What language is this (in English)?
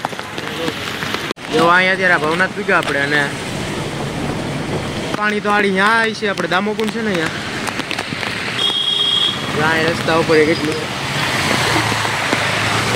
Gujarati